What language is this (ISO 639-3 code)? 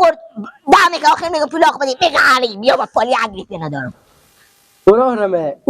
fas